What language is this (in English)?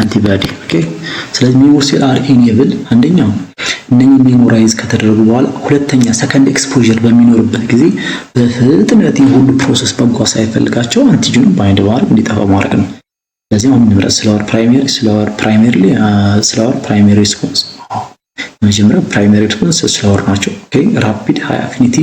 Amharic